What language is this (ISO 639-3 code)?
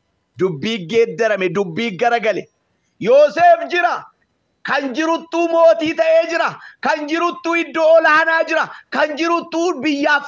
orm